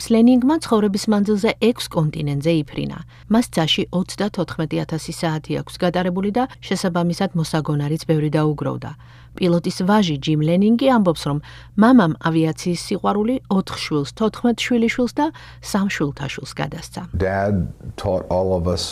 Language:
Georgian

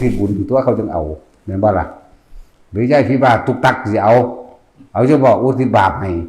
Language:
Northeastern Thai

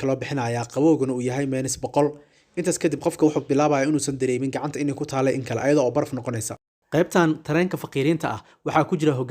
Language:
Somali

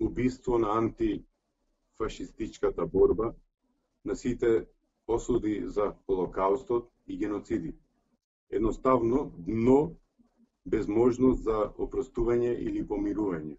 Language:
Macedonian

